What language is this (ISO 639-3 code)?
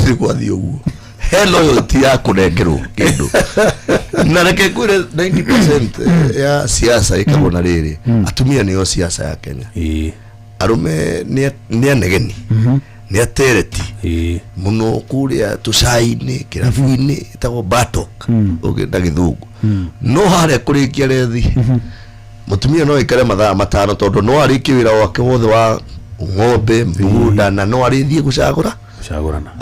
kik